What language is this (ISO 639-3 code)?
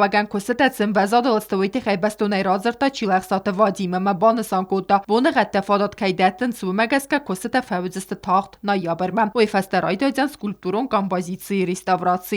oss